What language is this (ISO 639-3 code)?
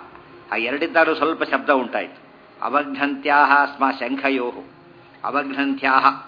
kan